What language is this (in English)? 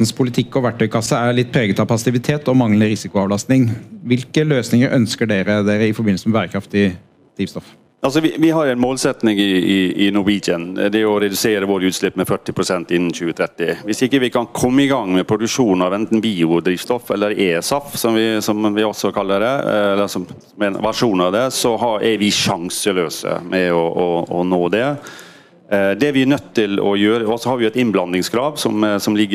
Norwegian